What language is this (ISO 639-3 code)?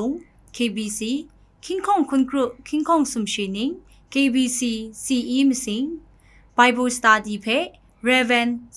kac